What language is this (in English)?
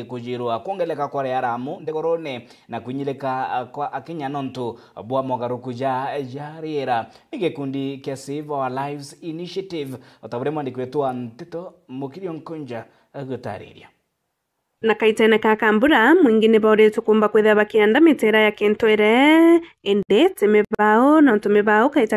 Meru